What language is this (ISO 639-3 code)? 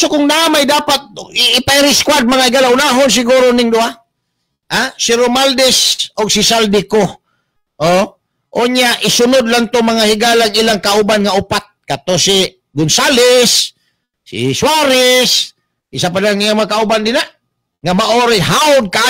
ceb